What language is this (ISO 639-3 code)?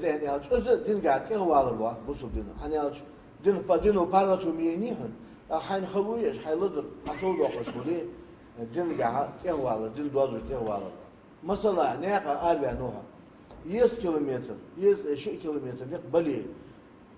inh